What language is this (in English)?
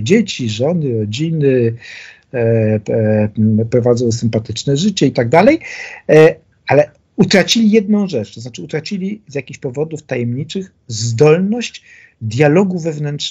Polish